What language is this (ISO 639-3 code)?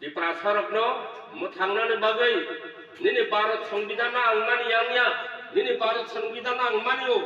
trp